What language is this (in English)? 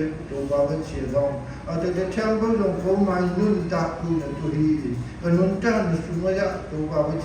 Siyin Chin